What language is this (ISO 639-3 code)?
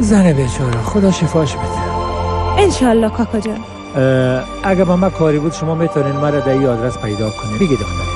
fas